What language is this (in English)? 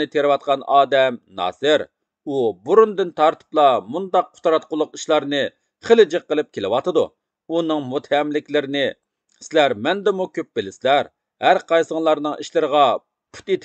Uyghur